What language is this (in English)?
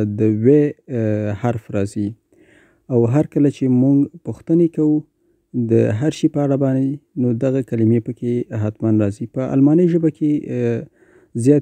Pashto